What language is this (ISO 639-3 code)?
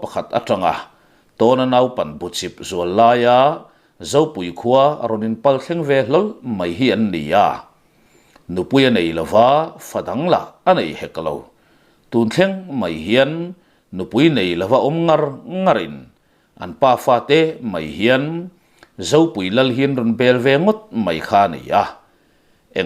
lus